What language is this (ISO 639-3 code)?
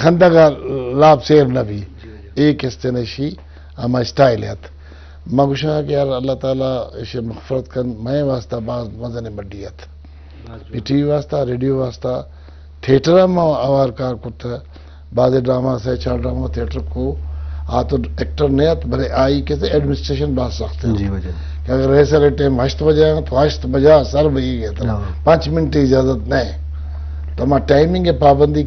bgp